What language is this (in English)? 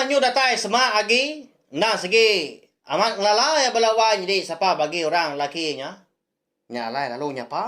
Iban